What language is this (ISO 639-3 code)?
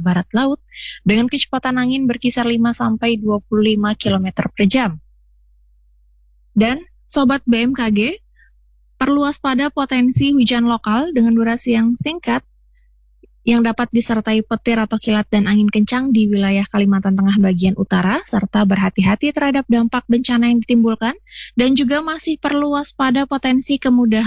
ind